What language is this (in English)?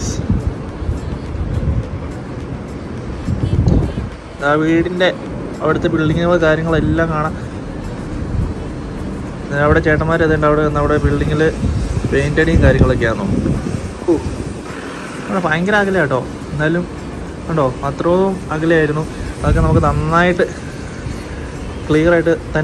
Malayalam